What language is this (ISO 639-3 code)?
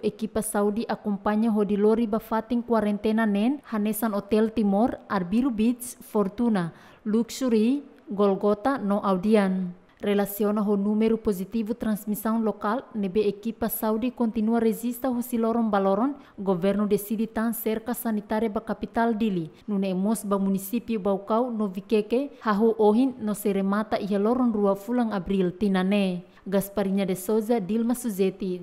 tet